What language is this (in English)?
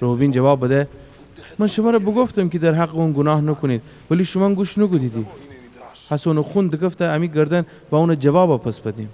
Gilaki